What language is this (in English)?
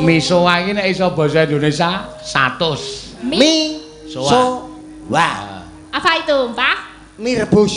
Javanese